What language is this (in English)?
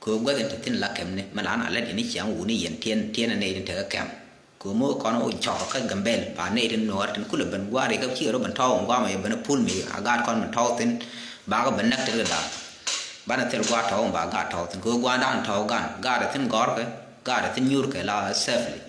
Nuer